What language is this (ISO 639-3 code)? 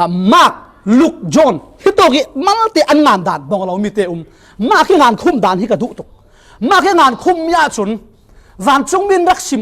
cfm